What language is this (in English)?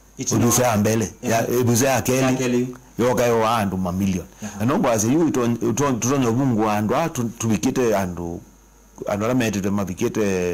Kamba